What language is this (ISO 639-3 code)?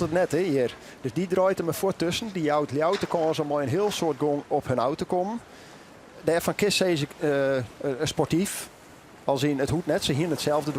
fry